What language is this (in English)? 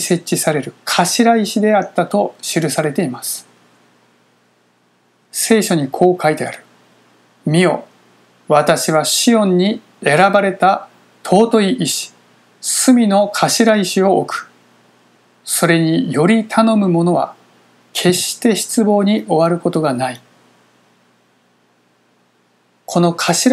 Japanese